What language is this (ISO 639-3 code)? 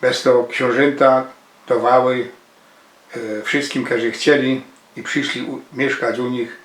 szl